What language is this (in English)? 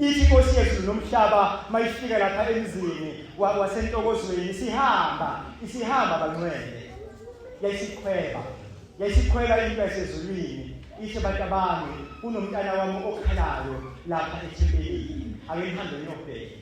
Zulu